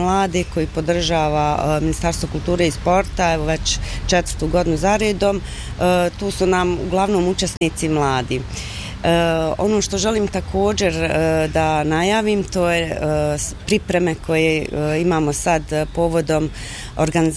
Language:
Bosnian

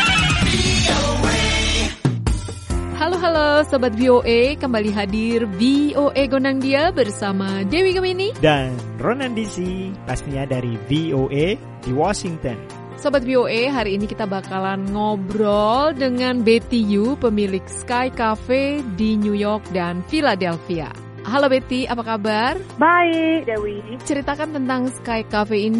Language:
Indonesian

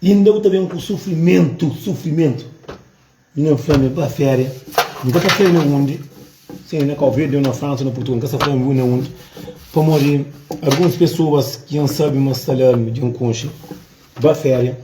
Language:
Kabuverdianu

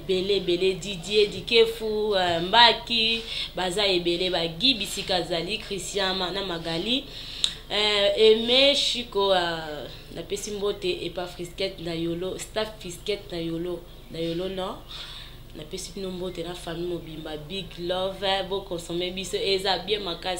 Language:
Lingala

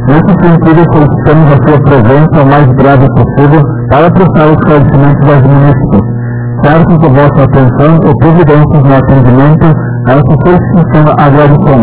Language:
Portuguese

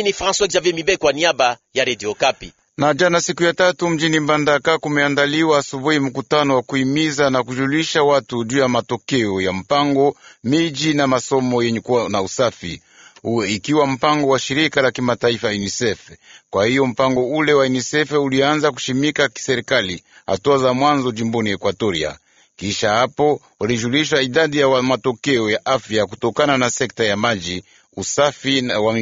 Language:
Swahili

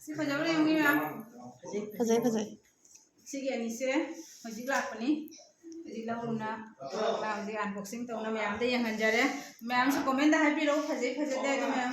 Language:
Manipuri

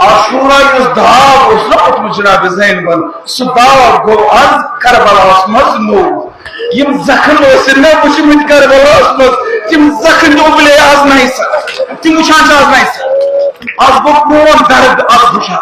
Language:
Kashmiri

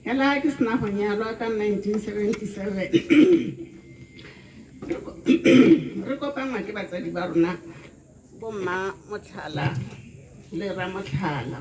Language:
Tswana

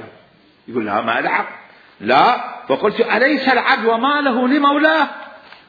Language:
Mesopotamian Arabic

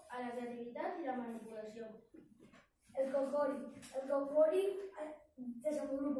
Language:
Catalan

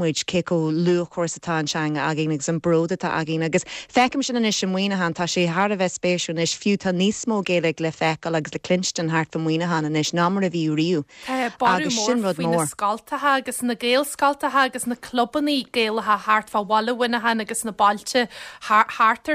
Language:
Irish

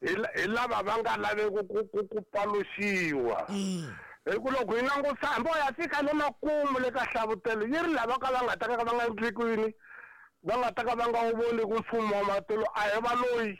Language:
Tsonga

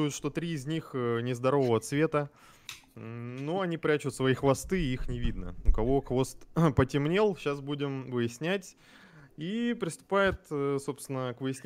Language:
Russian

